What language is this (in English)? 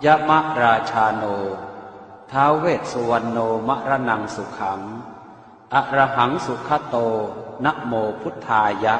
Pali